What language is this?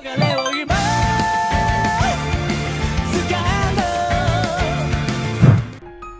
Japanese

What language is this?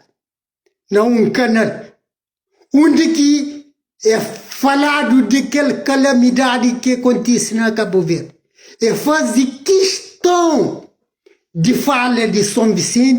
Kabuverdianu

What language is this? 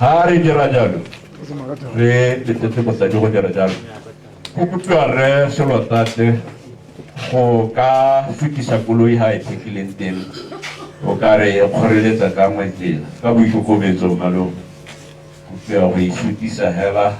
Tswana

